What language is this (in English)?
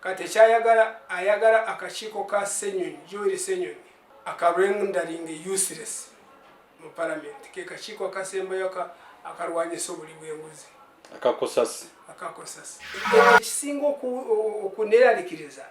Ganda